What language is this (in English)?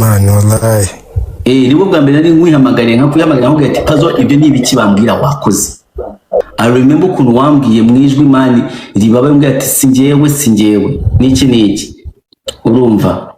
Kinyarwanda